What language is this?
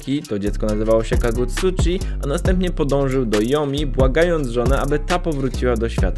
Polish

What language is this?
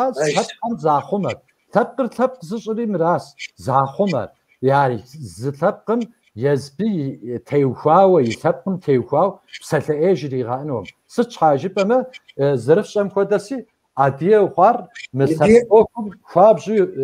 Kabardian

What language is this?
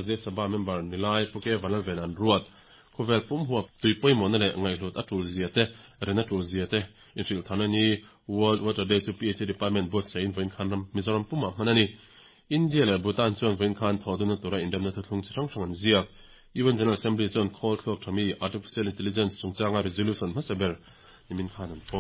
Mizo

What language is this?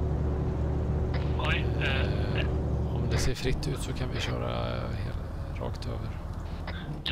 Swedish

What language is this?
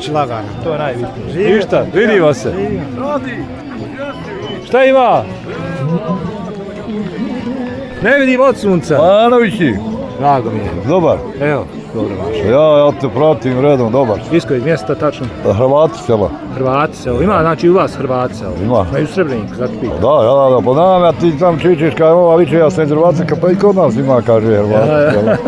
Bosnian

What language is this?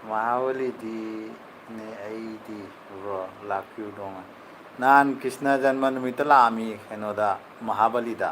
Manipuri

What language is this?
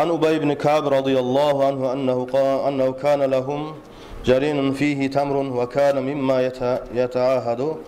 Kumyk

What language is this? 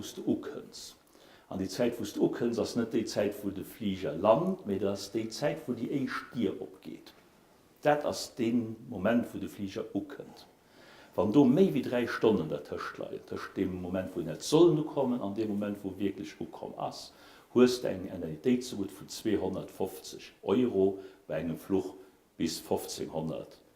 Luxembourgish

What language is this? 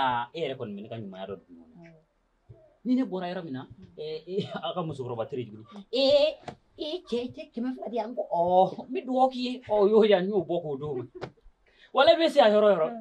Bambara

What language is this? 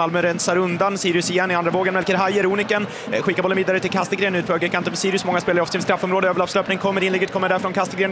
Swedish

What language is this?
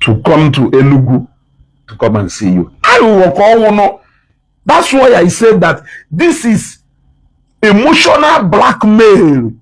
Igbo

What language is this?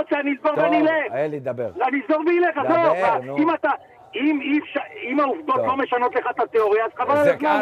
Hebrew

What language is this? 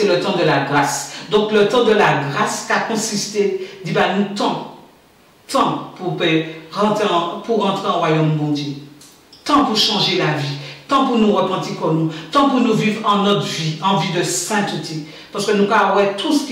Guadeloupean Creole French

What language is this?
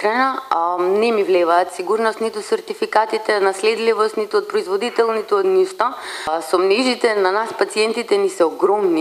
Macedonian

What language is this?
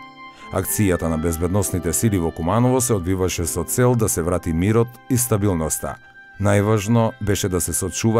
Macedonian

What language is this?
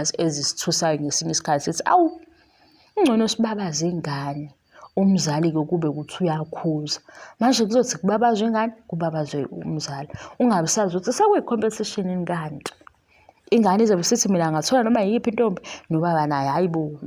Zulu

